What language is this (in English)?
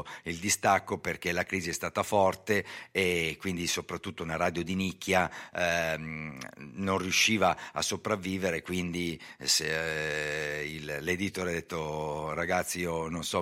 Italian